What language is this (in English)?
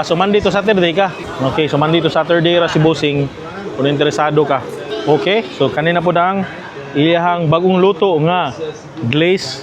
Cebuano